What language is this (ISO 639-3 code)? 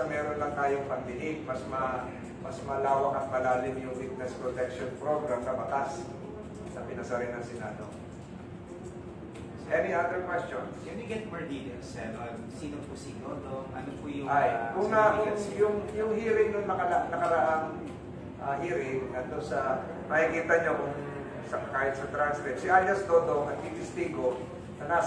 fil